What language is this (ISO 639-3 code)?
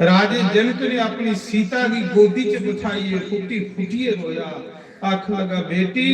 doi